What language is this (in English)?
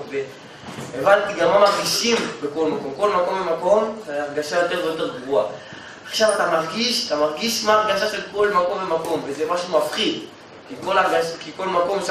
Hebrew